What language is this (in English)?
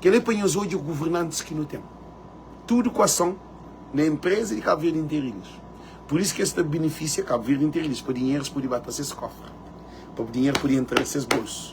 Kabuverdianu